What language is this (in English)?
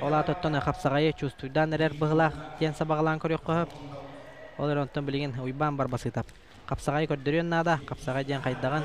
Yakut